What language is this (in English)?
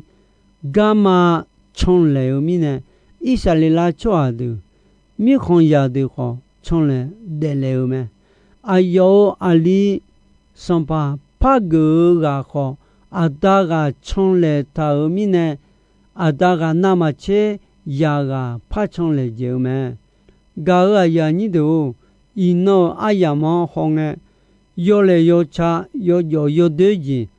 Akha